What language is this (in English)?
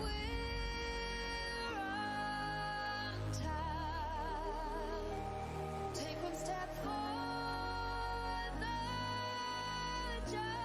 Kara-Kalpak